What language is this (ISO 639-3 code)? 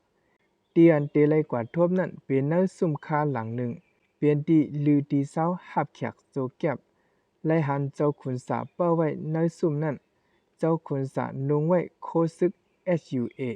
shn